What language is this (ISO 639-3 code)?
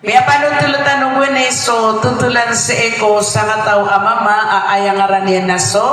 mrw